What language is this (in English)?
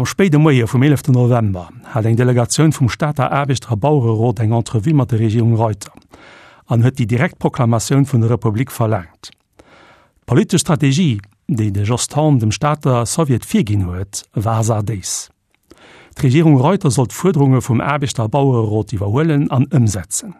Luxembourgish